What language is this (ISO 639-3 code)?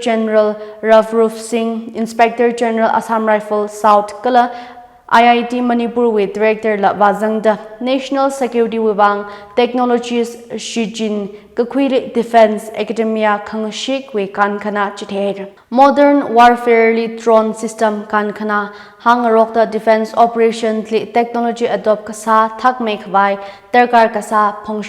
nmf